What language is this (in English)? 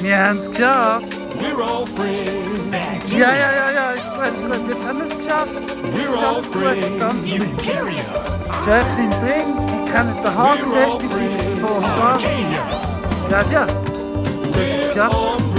Swiss German